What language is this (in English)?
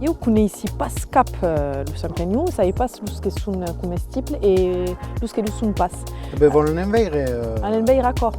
Occitan